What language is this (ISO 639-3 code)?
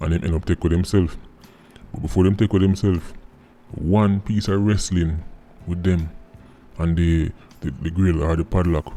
jam